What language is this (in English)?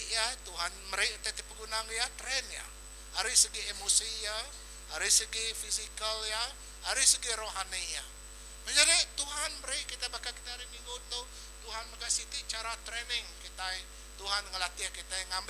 Iban